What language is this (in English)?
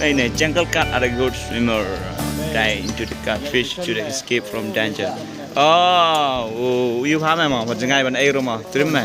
Khasi